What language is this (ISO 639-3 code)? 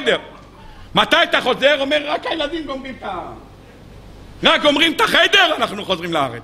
heb